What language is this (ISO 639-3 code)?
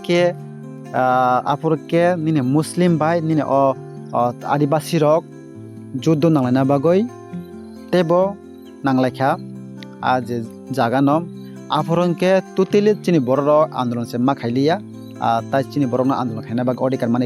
trp